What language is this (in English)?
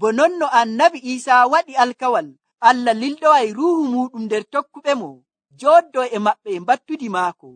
Nigerian Fulfulde